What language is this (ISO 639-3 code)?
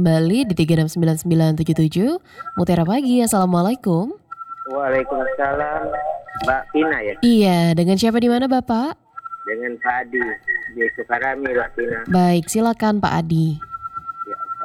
ind